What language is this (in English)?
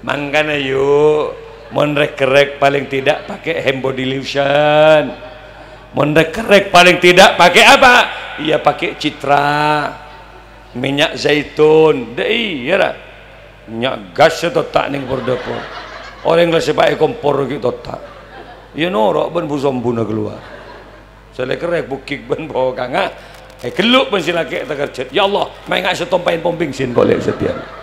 Madurese